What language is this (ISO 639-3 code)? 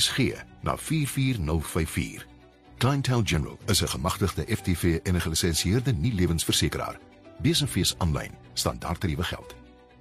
afr